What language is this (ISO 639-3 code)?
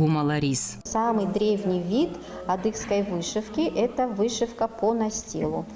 ady